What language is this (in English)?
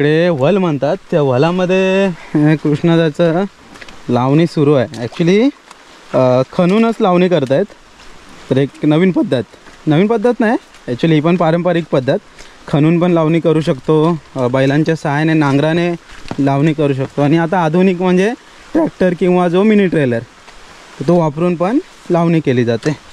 Marathi